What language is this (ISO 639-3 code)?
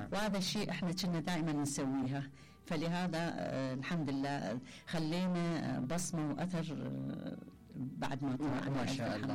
acm